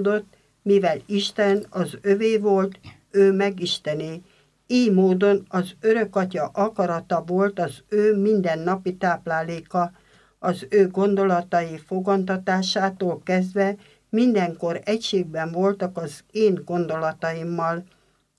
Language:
Hungarian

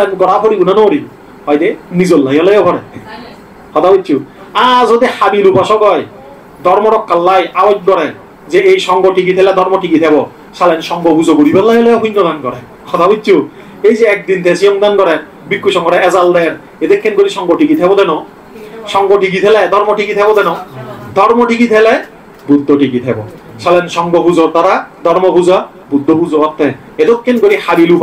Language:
Chakma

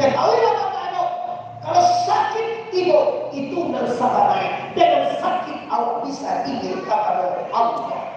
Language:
Minangkabau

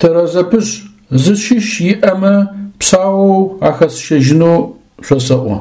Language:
Adyghe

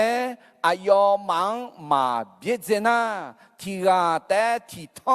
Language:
Akha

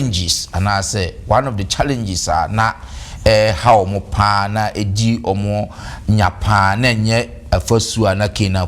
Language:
Akan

